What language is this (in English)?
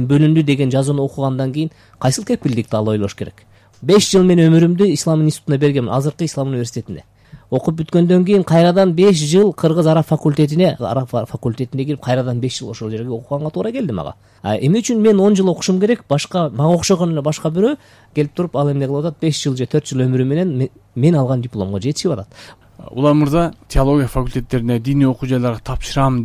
Kyrgyz